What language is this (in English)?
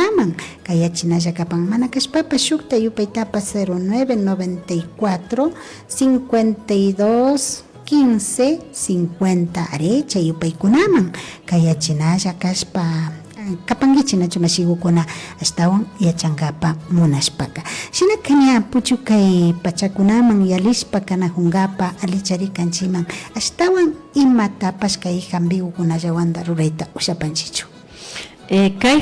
Imbabura Highland Quichua